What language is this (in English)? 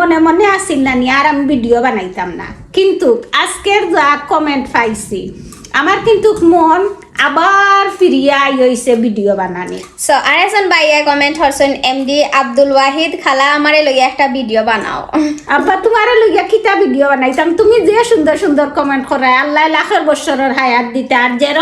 Sylheti